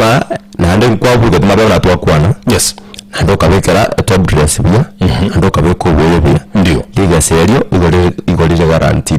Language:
Gusii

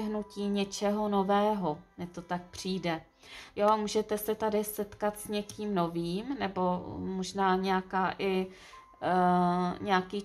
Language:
Czech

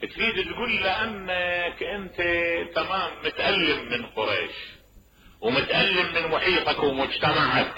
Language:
Mesopotamian Arabic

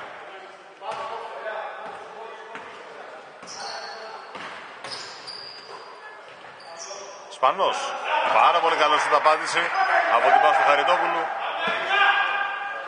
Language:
Greek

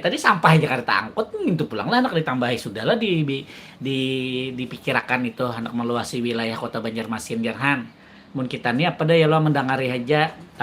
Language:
Banjar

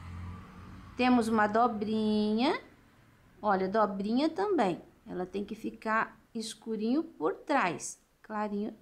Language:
Portuguese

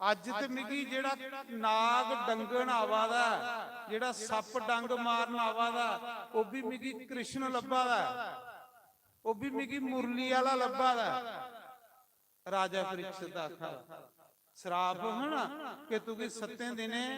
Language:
Dogri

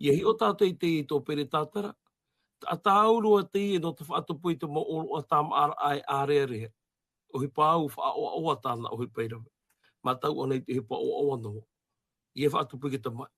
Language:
Tahitian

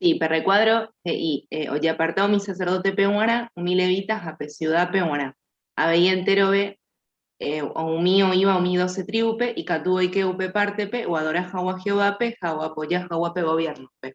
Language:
Guarani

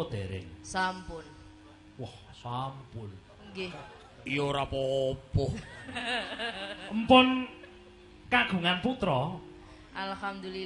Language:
Javanese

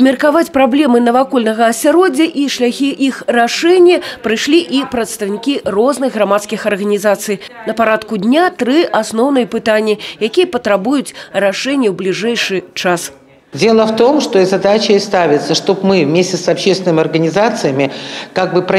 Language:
Belarusian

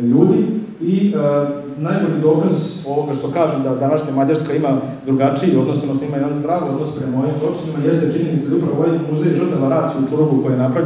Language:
Serbian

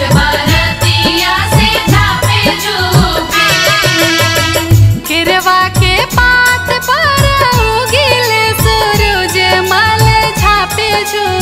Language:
Bhojpuri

